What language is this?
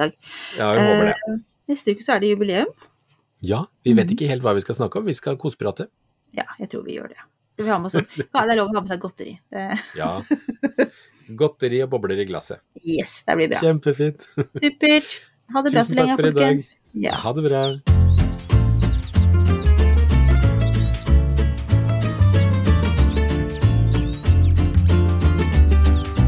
Norwegian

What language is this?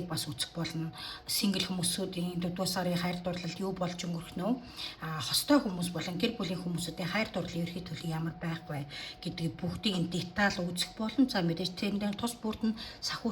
Mongolian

